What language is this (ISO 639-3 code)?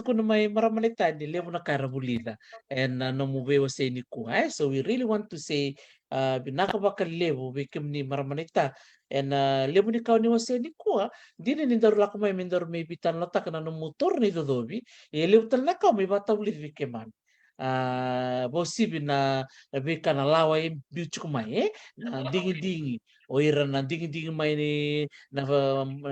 fij